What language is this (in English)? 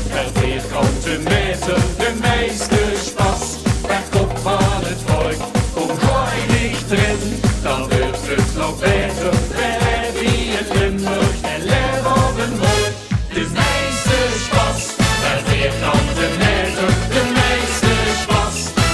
Limburgish